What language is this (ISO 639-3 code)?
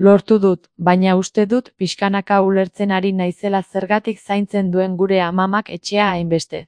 eus